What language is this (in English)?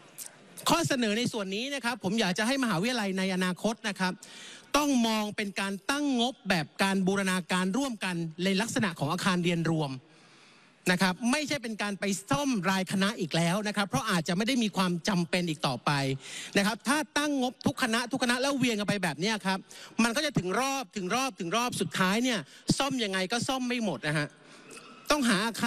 Thai